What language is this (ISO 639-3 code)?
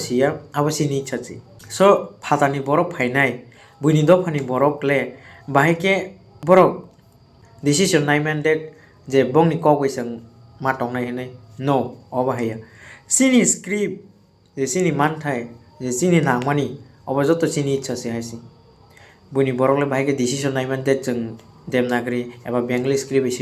trp